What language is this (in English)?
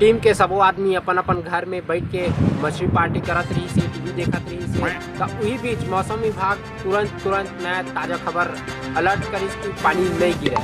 Chhattisgarhi